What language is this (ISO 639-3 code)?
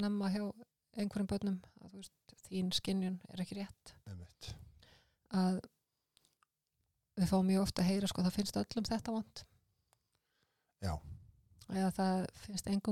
isl